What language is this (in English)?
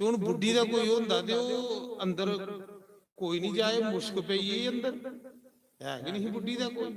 Dogri